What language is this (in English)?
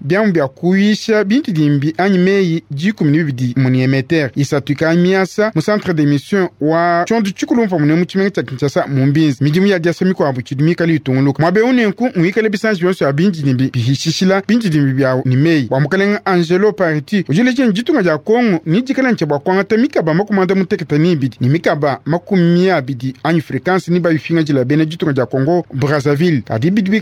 Luba-Lulua